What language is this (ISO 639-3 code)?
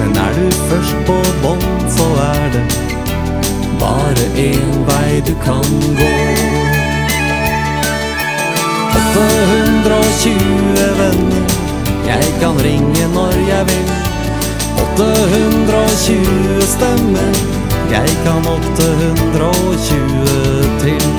nor